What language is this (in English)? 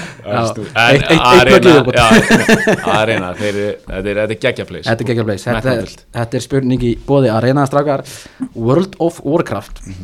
Icelandic